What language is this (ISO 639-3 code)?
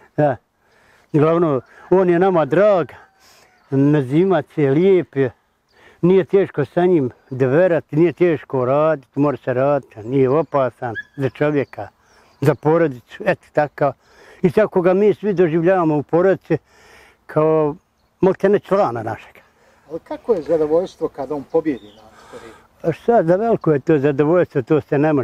bos